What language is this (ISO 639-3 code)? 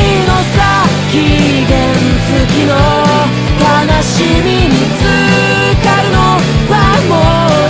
jpn